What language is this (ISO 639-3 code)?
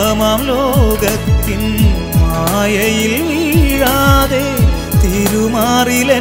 mal